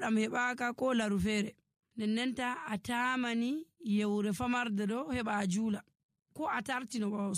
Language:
Nigerian Fulfulde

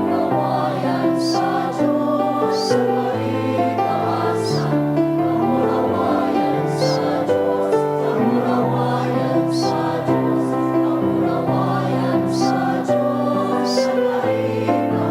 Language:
Bikol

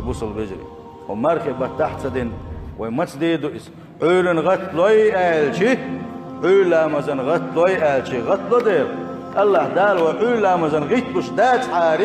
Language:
Chechen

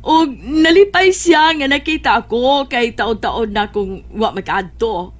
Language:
Cebuano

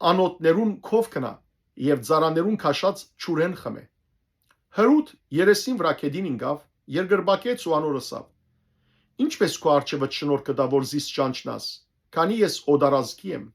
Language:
Western Armenian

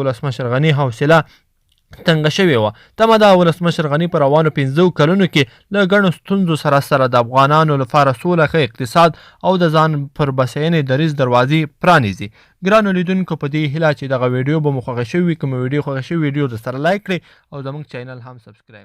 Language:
Pashto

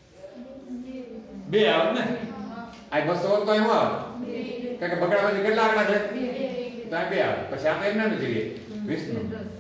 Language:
Gujarati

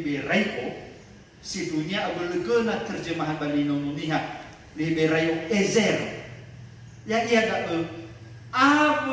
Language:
Nias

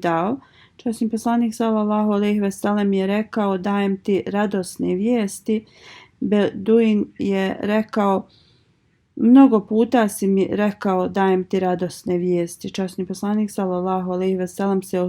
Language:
Bosnian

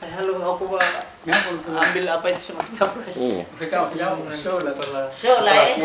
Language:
Nias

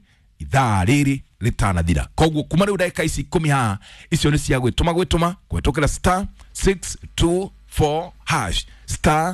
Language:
Kikuyu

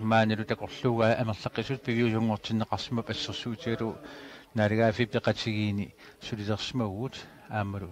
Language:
Kalaallisut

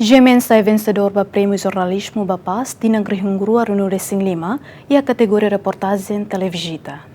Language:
Tetum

